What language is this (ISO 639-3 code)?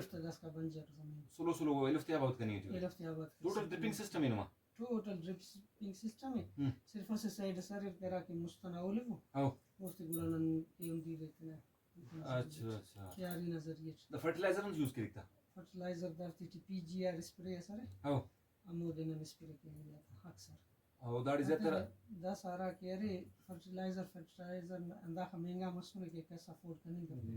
brh